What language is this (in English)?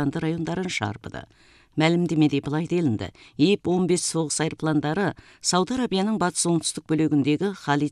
Kazakh